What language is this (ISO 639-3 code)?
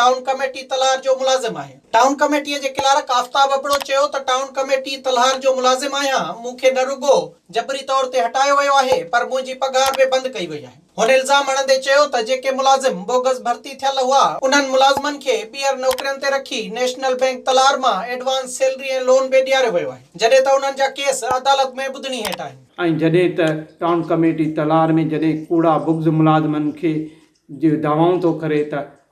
snd